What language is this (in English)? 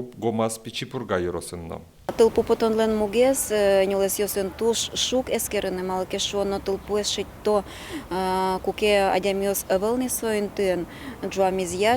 Udmurt